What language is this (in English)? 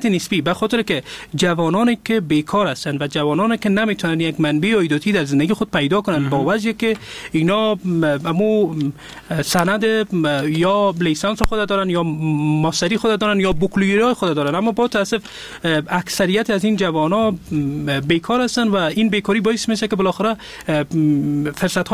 Persian